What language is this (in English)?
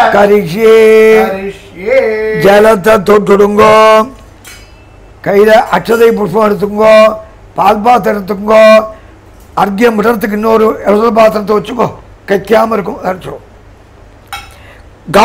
Tamil